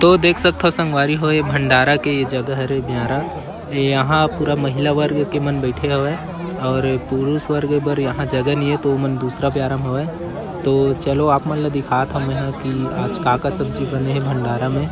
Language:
Chhattisgarhi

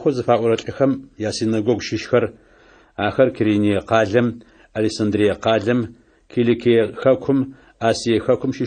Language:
Adyghe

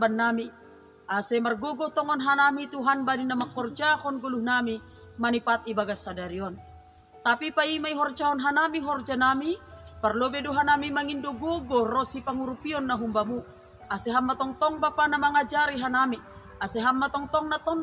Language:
Batak Simalungun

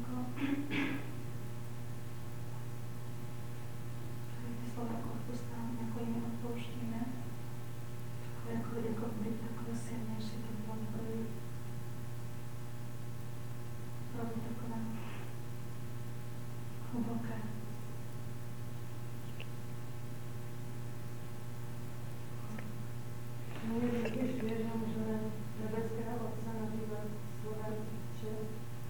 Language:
Czech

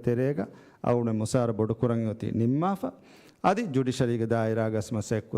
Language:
Divehi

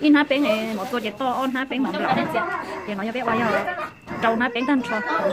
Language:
Hmong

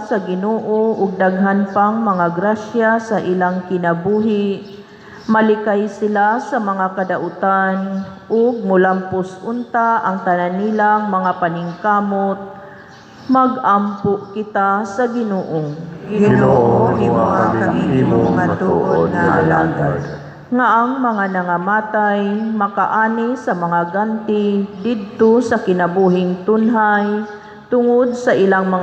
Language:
Cebuano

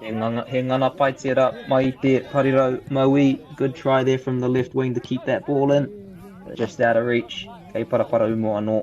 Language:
Māori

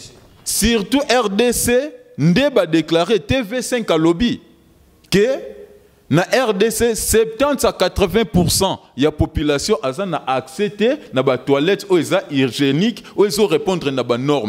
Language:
Lingala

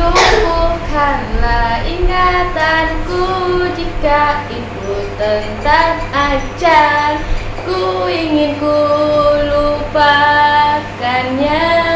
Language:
Makassar Malay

